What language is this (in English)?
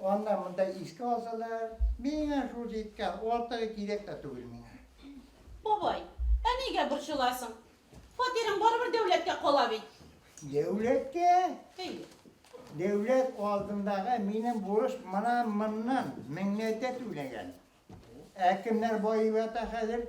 Bashkir